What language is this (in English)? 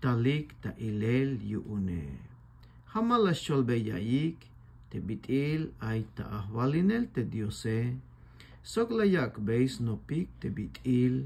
Tzeltal